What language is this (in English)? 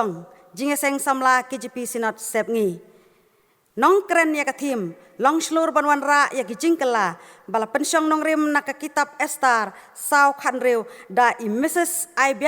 Khasi